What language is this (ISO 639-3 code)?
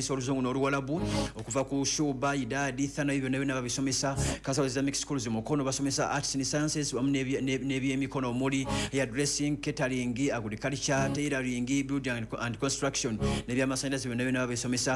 lug